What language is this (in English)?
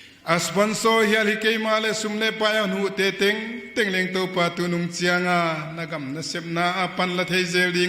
Paite Chin